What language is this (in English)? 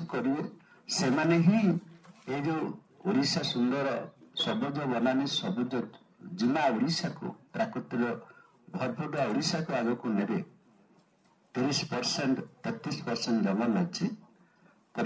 Odia